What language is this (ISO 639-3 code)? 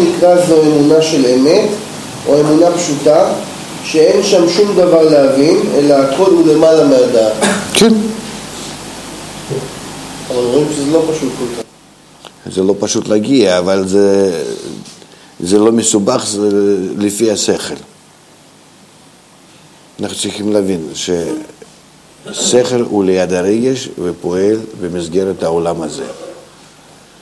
heb